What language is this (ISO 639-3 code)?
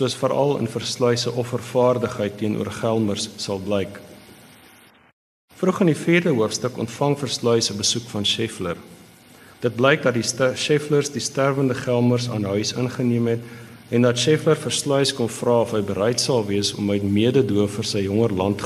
afr